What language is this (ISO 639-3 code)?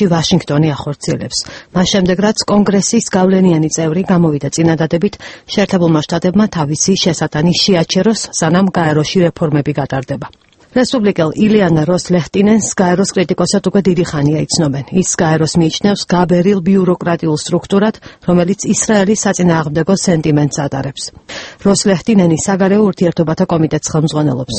kat